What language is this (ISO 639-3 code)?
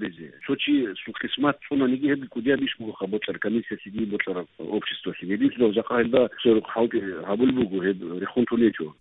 ava